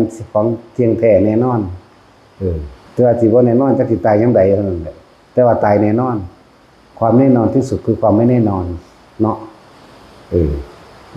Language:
Northeastern Thai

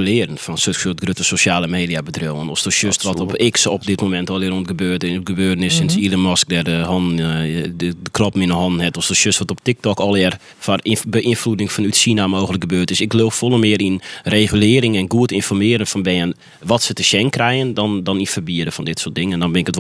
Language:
Western Frisian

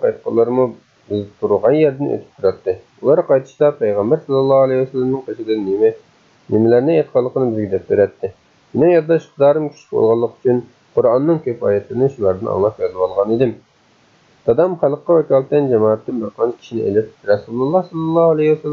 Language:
Uyghur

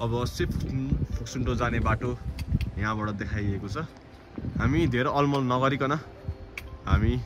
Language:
Nepali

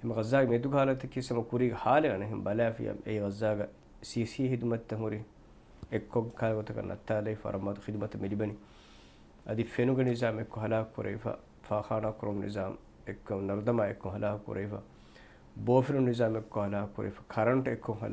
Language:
Divehi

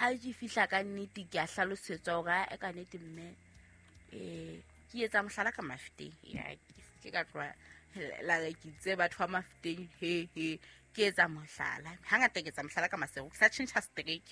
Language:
Southern Sotho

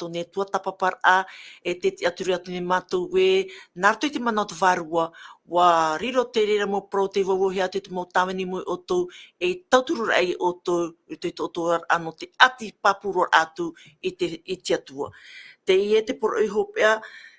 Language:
Tahitian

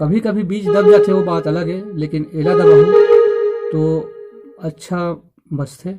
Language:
Chhattisgarhi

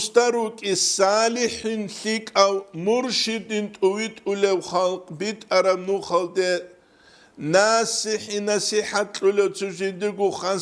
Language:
Avaric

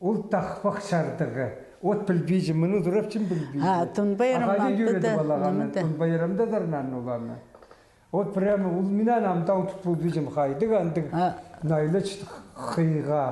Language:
Khakas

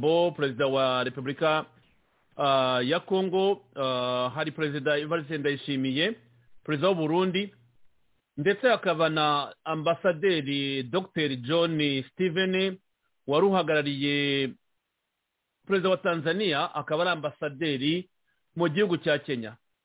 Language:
Kinyarwanda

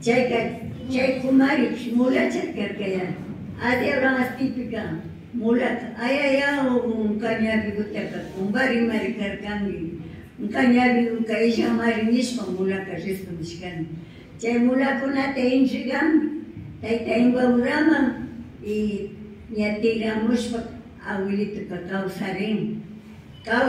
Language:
Imbabura Highland Quichua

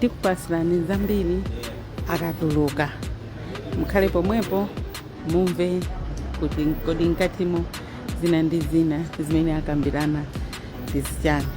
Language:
Nyanja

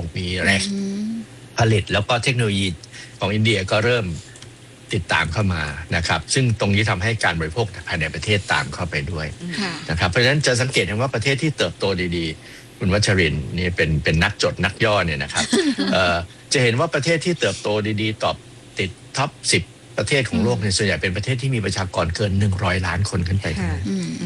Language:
Thai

